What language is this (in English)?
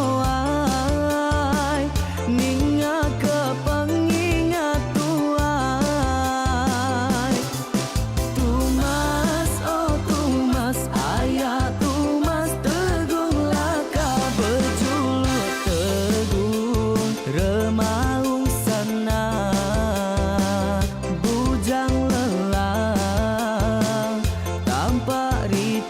Iban